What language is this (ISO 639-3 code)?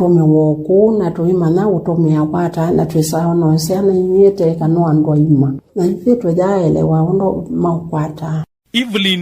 kam